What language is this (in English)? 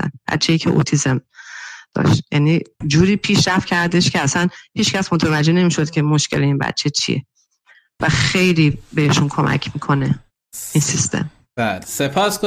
Persian